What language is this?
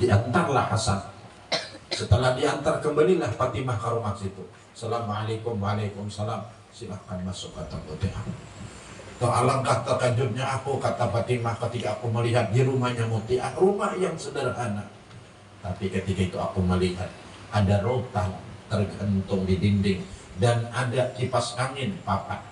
Banjar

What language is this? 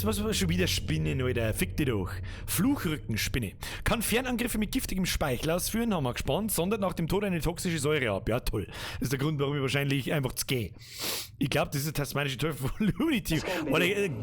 Bavarian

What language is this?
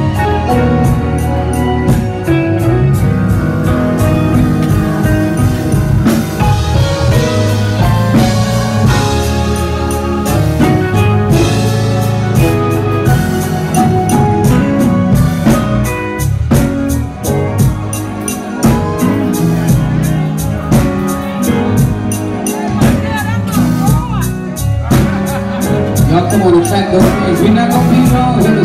English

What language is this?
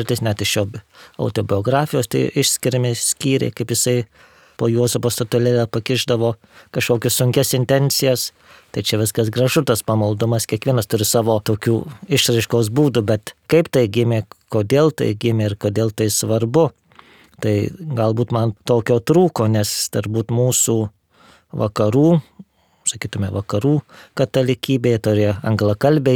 Lithuanian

